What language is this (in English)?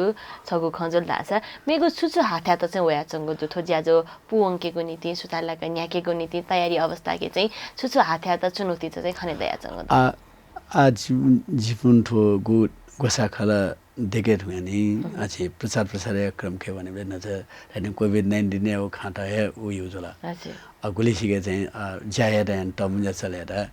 Newari